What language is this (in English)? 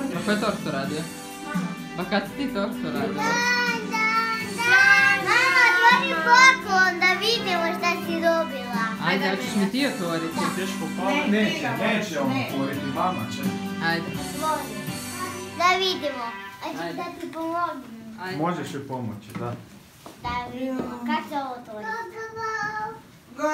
Croatian